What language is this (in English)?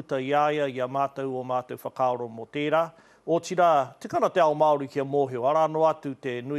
Māori